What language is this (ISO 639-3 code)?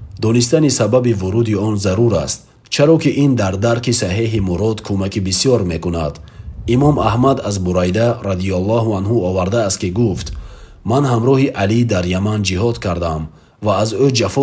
tgk